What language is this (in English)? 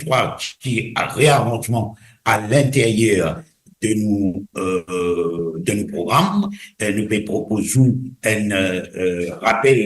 Morisyen